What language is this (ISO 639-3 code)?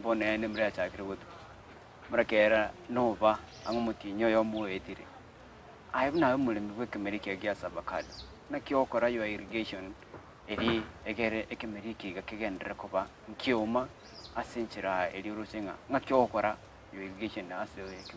guz